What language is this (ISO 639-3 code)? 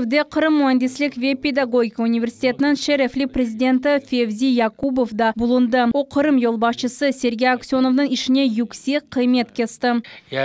crh